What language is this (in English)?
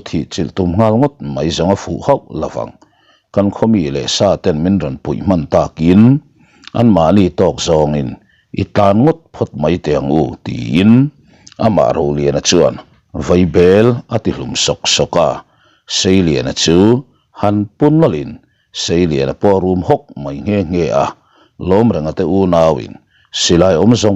Mizo